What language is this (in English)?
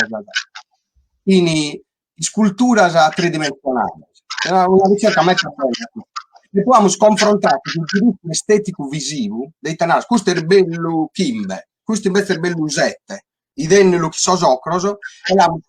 Sardinian